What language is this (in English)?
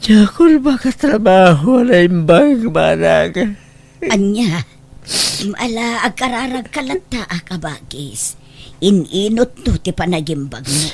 Iloko